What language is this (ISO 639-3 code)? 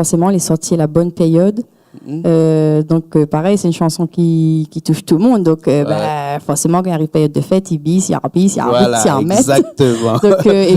rcf